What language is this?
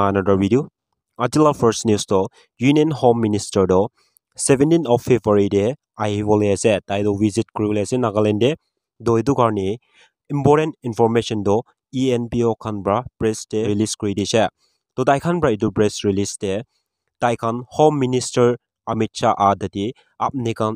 Naga Pidgin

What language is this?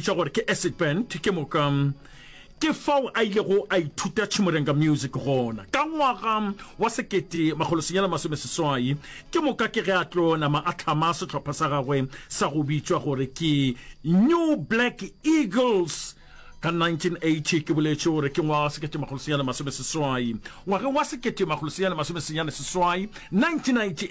Northern Sotho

